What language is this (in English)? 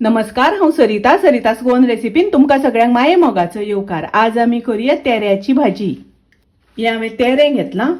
Konkani